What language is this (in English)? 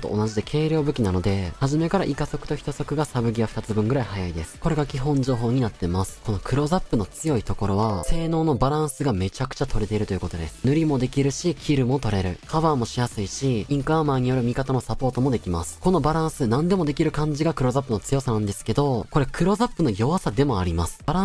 Japanese